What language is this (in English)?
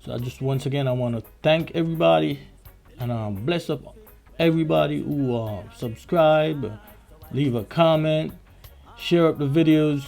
Jamaican Creole English